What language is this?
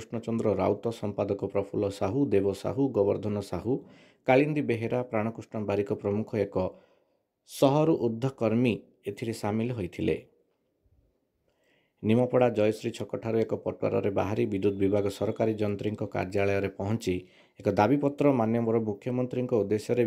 Odia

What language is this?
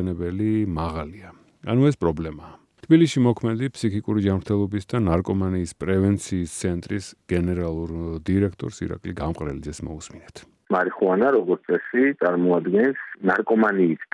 Georgian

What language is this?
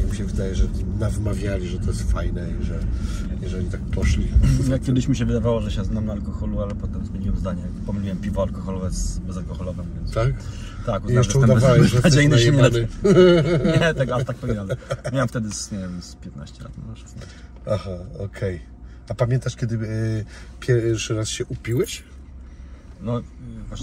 Polish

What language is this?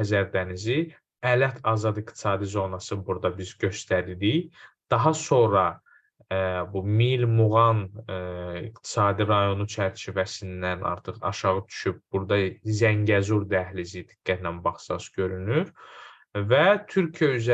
Azerbaijani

